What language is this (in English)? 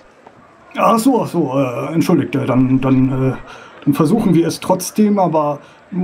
German